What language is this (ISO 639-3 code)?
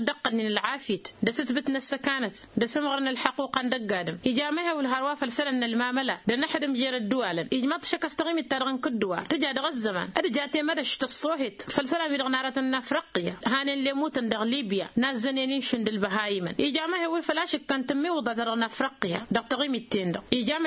taq